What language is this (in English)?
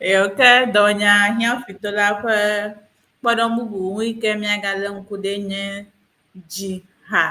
Ewe